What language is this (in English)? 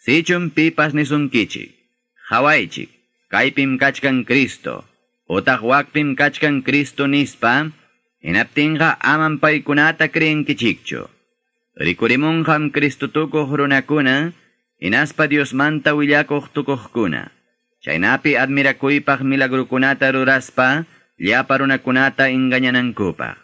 Ayacucho Quechua